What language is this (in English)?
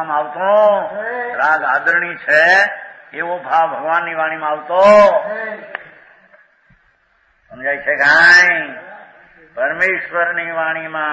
Gujarati